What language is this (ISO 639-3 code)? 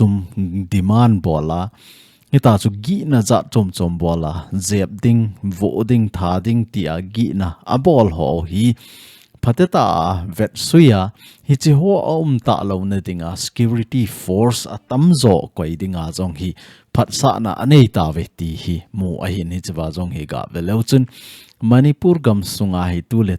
tcz